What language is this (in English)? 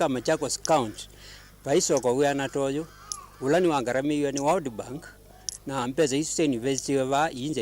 Kamba